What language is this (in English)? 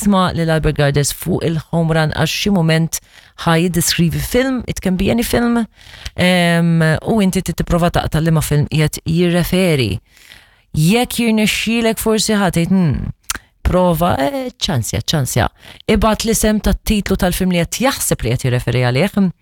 Maltese